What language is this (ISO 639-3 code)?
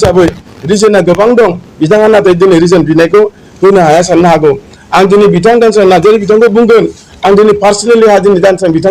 brx